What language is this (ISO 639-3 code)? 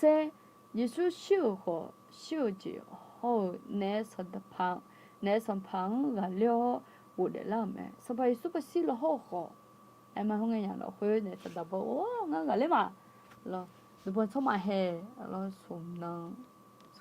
ahk